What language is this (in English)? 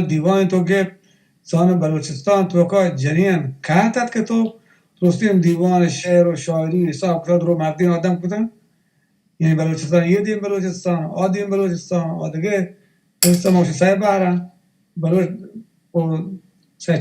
Baluchi